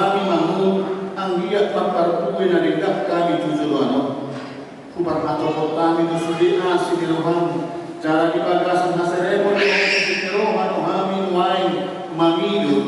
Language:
Batak Toba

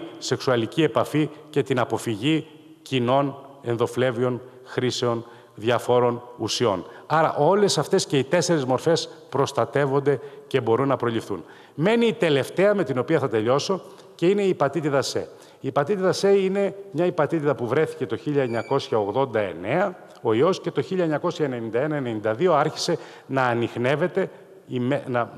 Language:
Greek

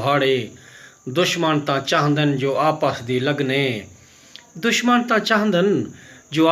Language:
Saraiki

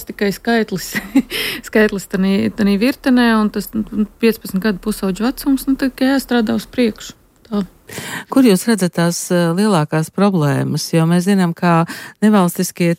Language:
Latvian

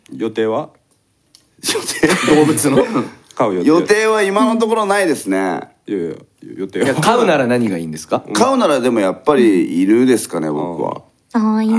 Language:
Japanese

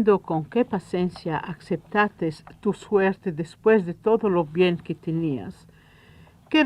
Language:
Ladino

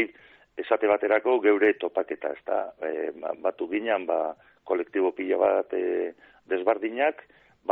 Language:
Basque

